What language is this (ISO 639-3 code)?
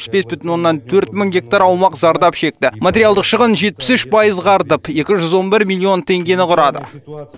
kaz